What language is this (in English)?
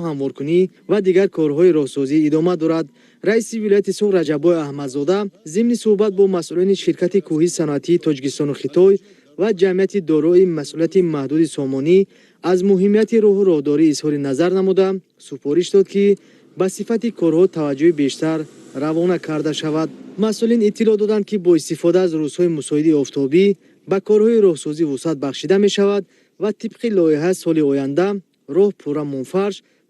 Tajik